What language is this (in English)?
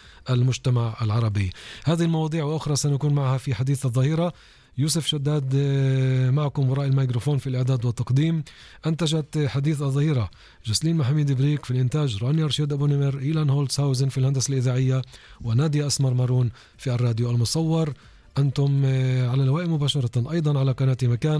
Arabic